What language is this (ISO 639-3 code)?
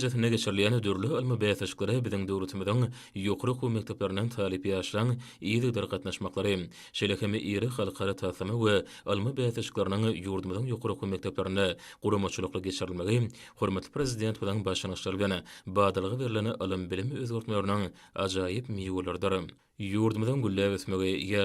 tuk